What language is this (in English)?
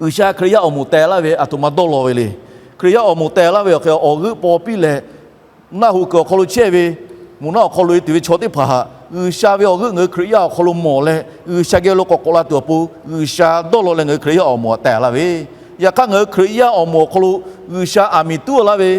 Lahu